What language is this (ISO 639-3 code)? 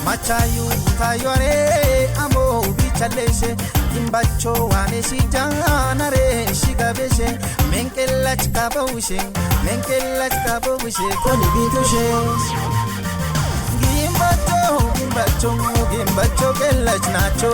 kbr